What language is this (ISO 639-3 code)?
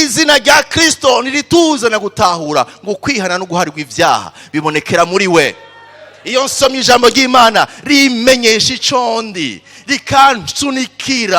run